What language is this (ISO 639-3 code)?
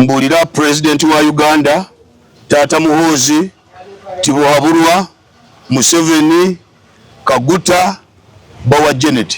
lug